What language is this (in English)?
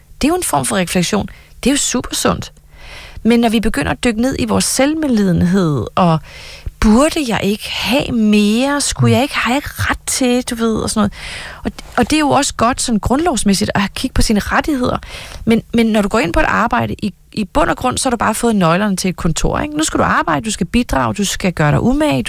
Danish